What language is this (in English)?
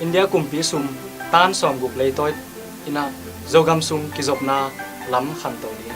Tedim Chin